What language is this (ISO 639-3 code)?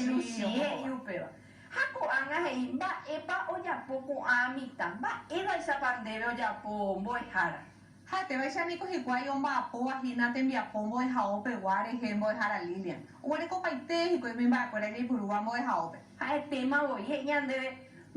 grn